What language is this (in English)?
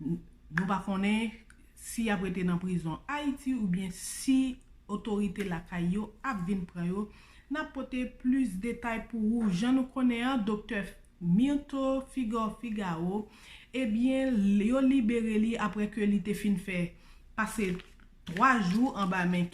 Haitian Creole